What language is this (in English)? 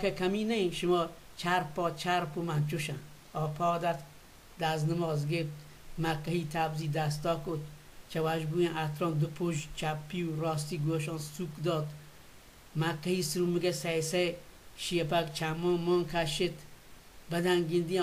Baluchi